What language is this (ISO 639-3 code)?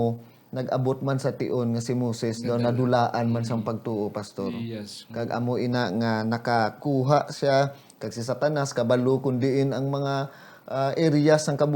hil